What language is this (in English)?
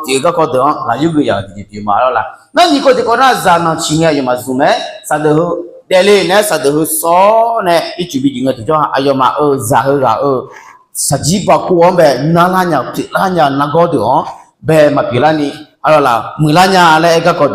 Akha